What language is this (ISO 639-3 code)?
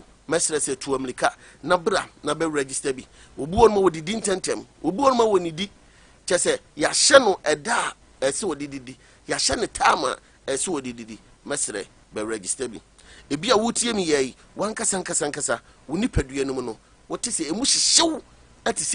aka